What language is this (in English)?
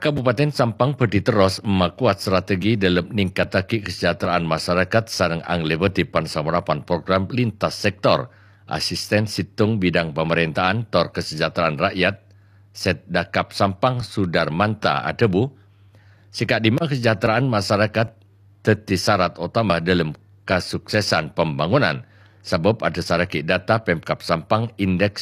Madurese